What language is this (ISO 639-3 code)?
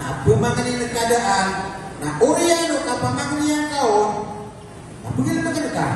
mrw